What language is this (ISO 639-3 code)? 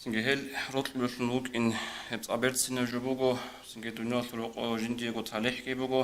ava